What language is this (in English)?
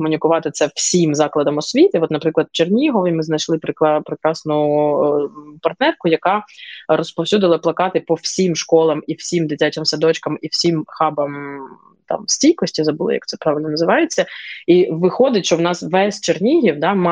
Ukrainian